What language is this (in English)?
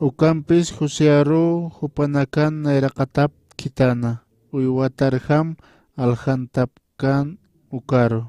Aymara